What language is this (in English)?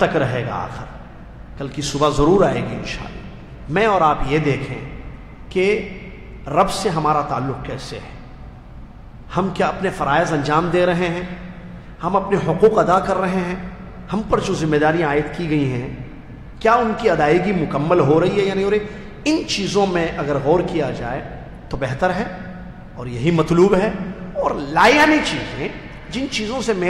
Urdu